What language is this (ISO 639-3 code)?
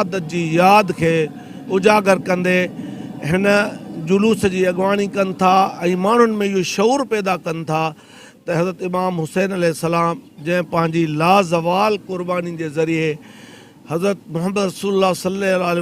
snd